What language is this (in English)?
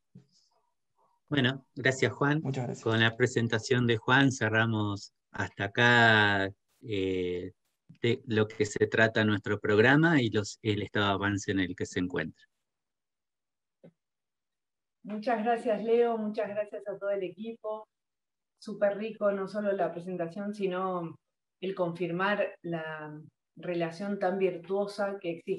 Spanish